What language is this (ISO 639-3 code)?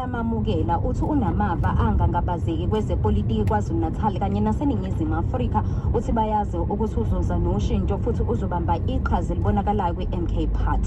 zul